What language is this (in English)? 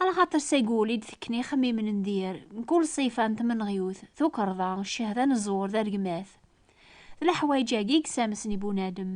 Kabyle